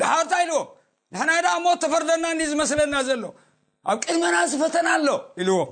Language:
Tigrinya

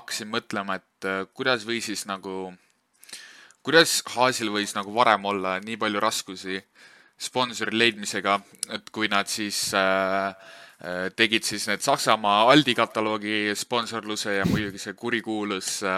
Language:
Estonian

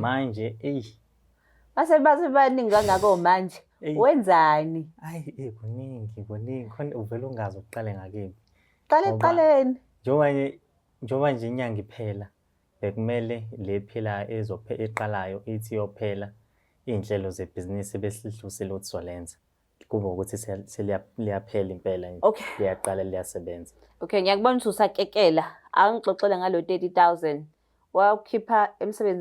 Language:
Zulu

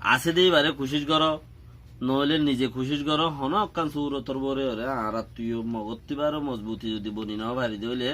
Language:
Rohingya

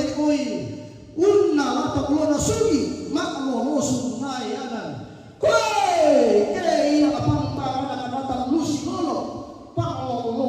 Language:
Toraja-Sa'dan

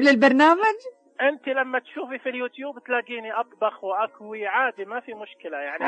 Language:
Najdi Arabic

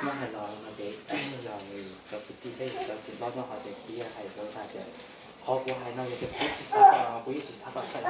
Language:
Hmong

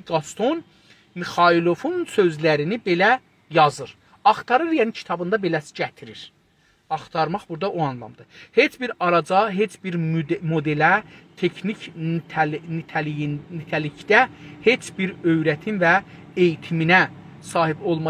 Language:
South Azerbaijani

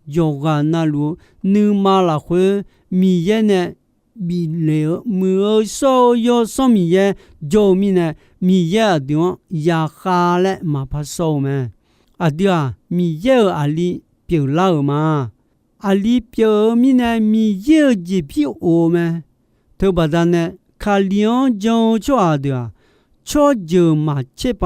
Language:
Akha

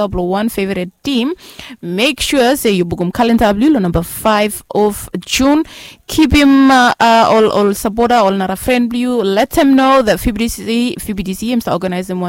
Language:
Bislama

